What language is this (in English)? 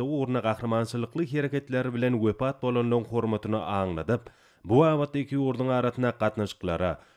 Turkmen